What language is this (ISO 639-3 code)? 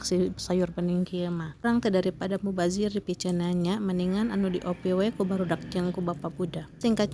sun